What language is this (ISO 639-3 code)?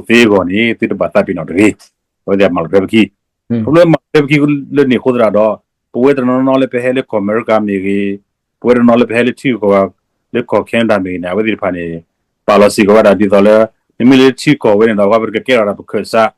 ksw